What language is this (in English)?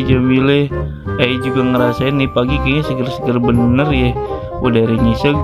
Betawi